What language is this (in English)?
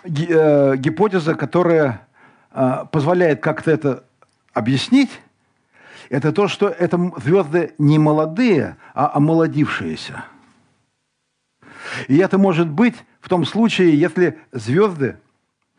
Russian